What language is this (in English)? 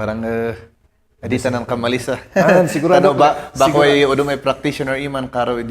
Kankanaey